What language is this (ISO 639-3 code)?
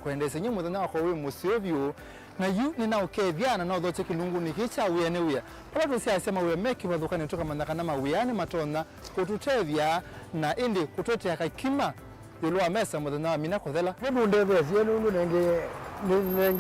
kam